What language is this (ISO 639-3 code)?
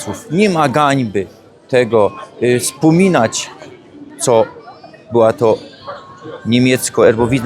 szl